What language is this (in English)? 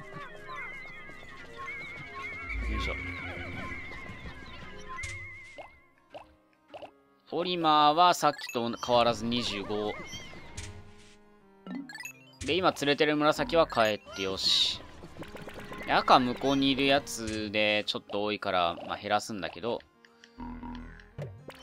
Japanese